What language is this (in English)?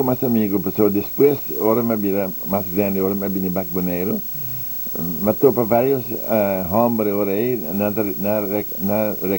Papiamento